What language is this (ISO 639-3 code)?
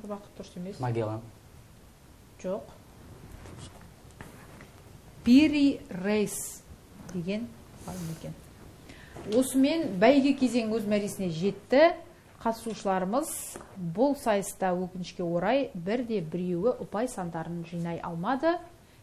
kaz